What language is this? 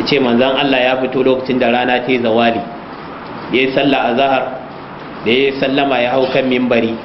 Hausa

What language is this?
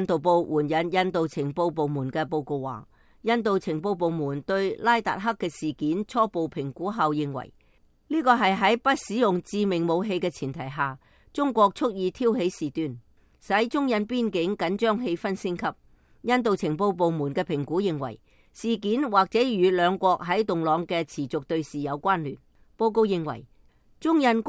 Cantonese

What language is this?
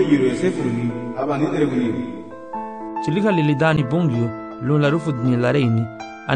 Garifuna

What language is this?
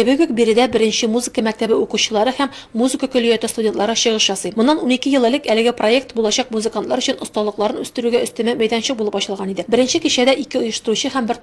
Tatar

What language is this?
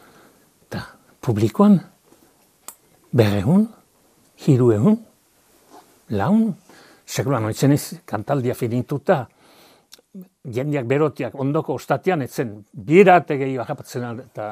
Basque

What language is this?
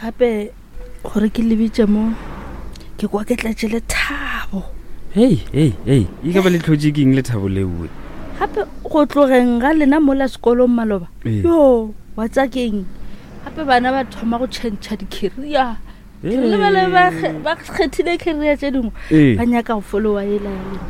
Northern Sotho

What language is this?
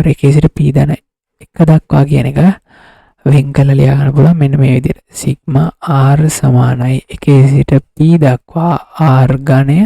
Sinhala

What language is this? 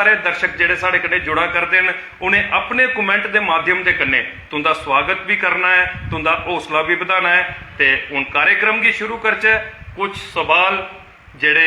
Dogri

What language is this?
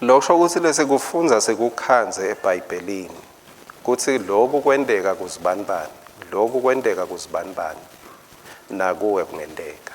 Swati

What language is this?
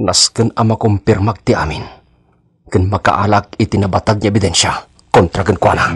Iloko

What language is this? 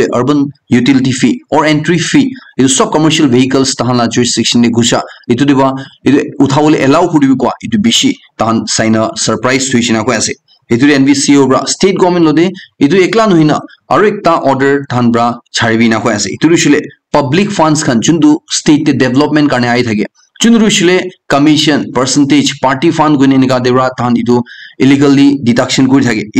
Naga Pidgin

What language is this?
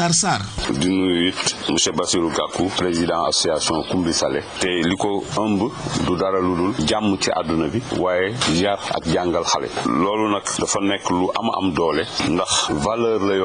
Wolof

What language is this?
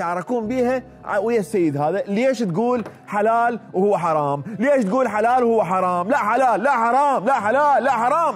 Mesopotamian Arabic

